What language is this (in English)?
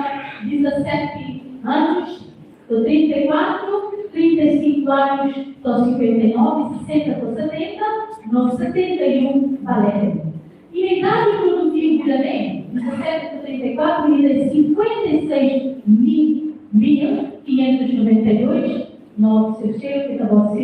Tetum